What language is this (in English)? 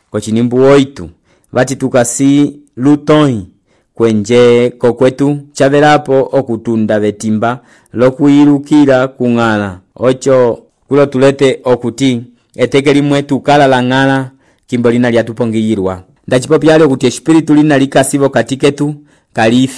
Umbundu